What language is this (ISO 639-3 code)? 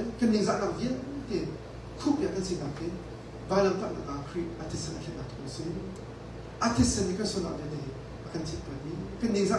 cnh